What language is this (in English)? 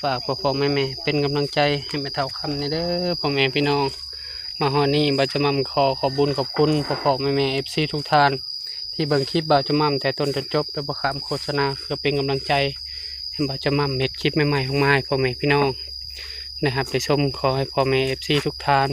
Northeastern Thai